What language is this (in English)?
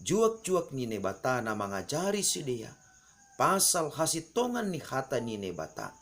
Batak Simalungun